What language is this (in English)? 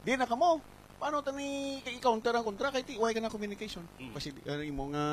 Hiligaynon